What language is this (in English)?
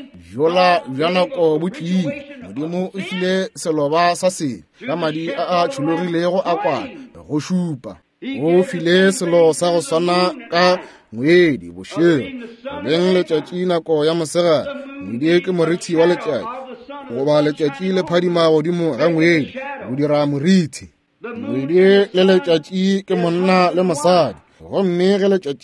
Northern Sotho